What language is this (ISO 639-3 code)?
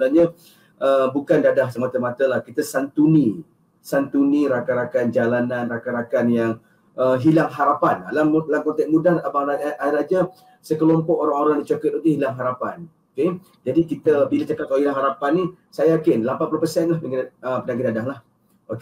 msa